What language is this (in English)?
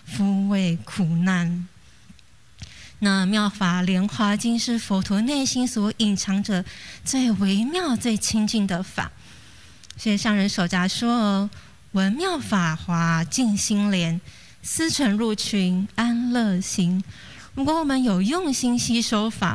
Chinese